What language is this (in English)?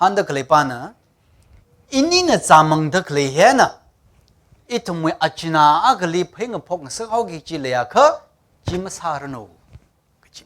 Tangkhul Naga (India)